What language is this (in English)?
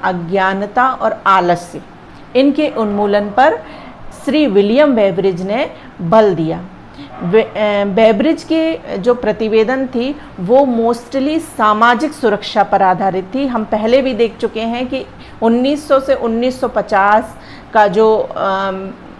Hindi